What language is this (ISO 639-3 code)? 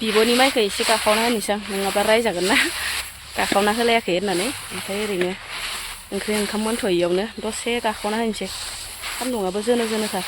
brx